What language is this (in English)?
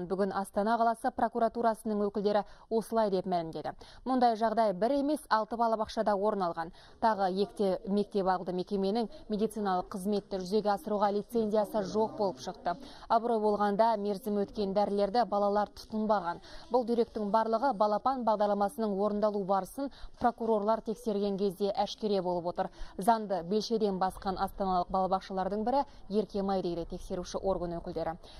Kazakh